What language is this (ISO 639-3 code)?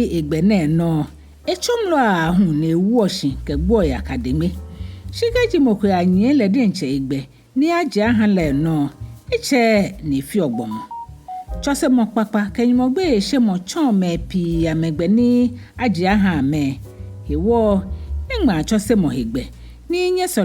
gaa